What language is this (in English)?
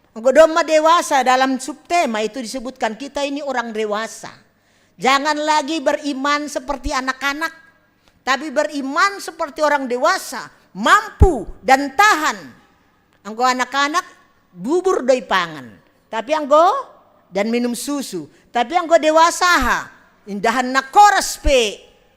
Batak Simalungun